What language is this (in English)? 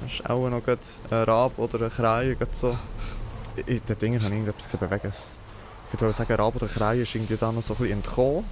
Swiss German